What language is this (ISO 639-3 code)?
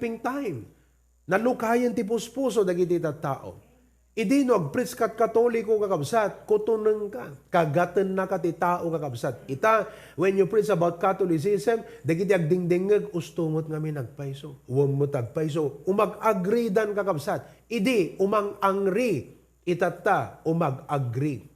ilo